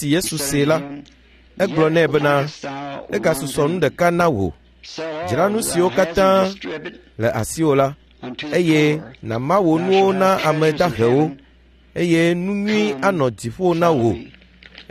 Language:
Ewe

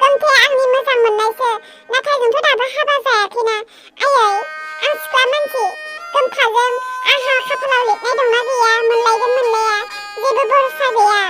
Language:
Bodo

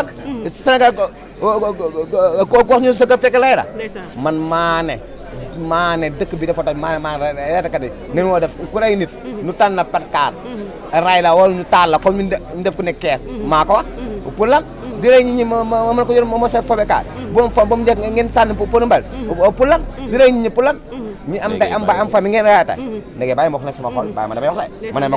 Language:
Wolof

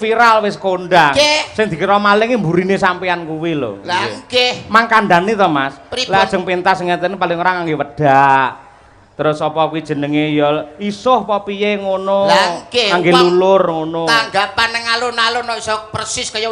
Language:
Javanese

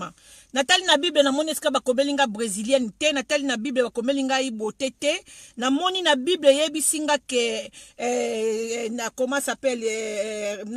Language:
Lingala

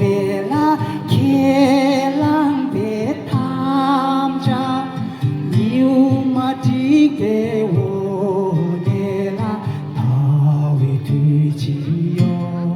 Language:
Tibetan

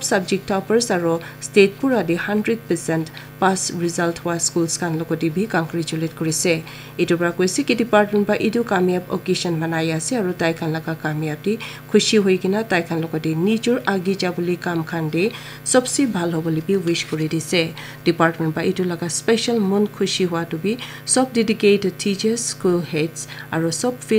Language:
Naga Pidgin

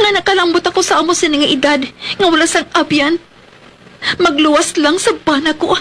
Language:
Hiligaynon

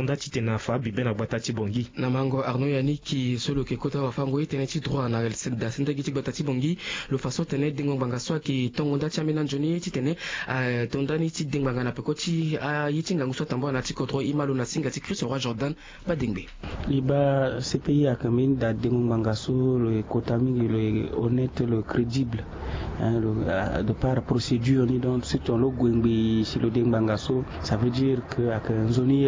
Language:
Sango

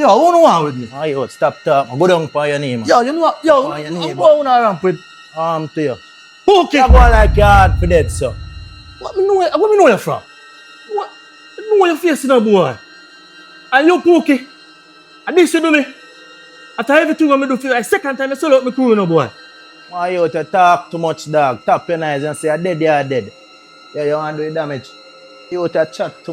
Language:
Jamaican Creole English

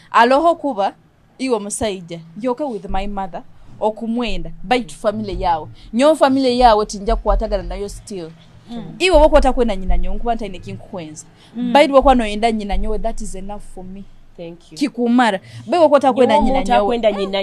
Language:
Nyoro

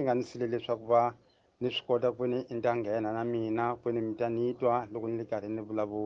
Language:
Tsonga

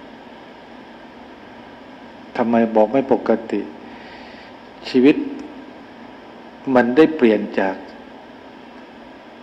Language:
Thai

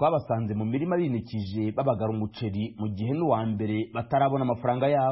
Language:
Kinyarwanda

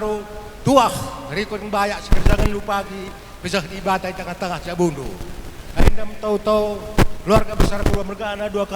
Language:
Batak Karo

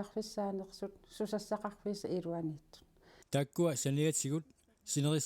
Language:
Kalaallisut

